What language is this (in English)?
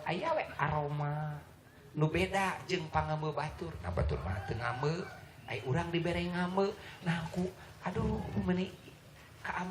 Sundanese